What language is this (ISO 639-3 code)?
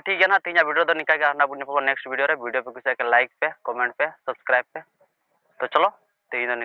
sat